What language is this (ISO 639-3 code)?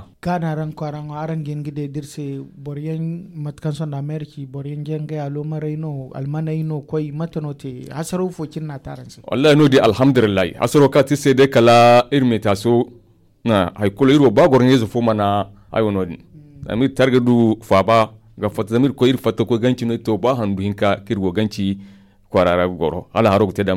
dje